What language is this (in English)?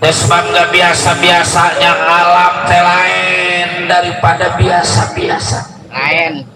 Betawi